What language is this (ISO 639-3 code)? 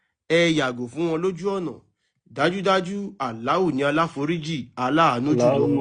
yor